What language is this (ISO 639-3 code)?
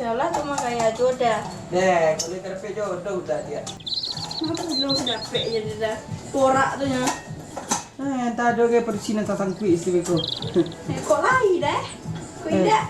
min